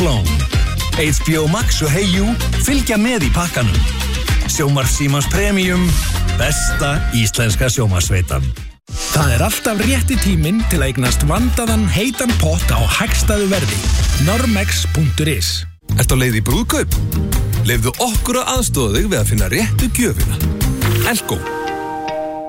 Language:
Icelandic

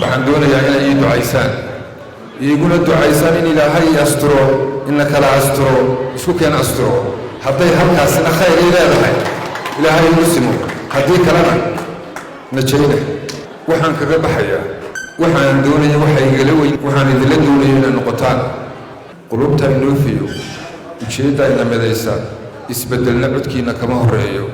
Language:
Somali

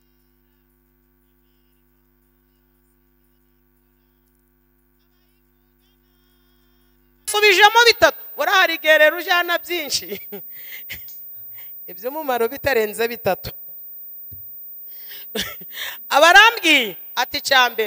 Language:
Kinyarwanda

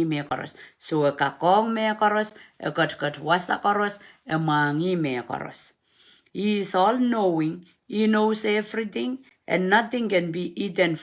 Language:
Pohnpeian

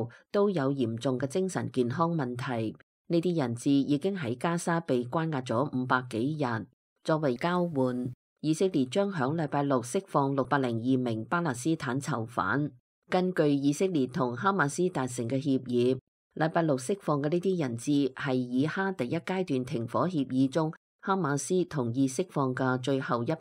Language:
Cantonese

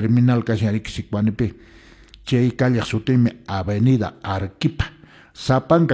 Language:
Quechua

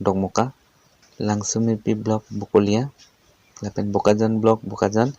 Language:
Karbi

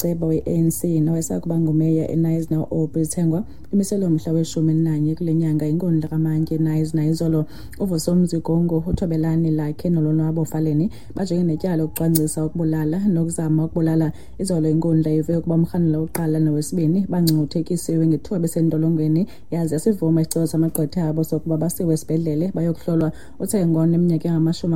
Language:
Xhosa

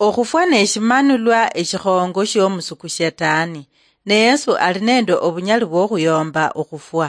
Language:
Luyia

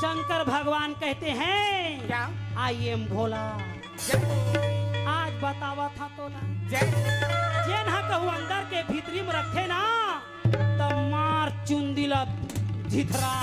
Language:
Chhattisgarhi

